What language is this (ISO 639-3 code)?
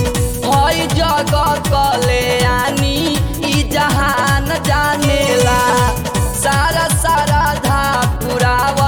bho